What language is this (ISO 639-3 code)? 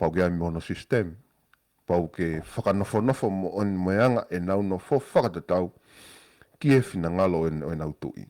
ton